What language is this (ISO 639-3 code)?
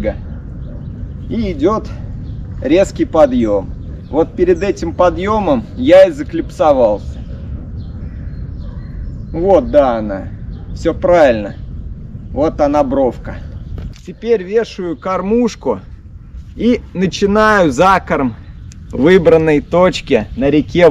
rus